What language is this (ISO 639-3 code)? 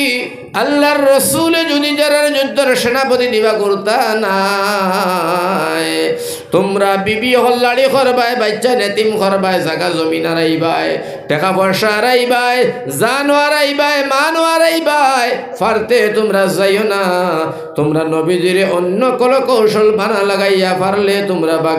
syl